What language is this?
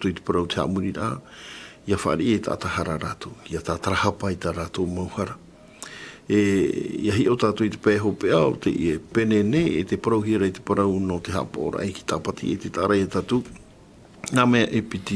Tahitian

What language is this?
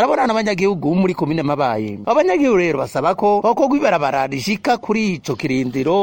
Rundi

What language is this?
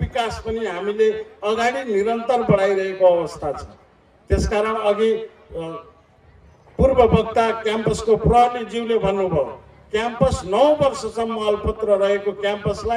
Nepali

